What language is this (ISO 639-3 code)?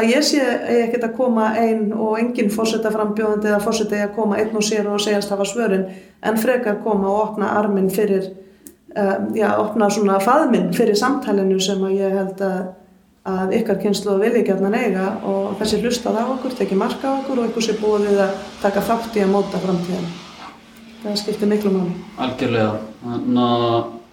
isl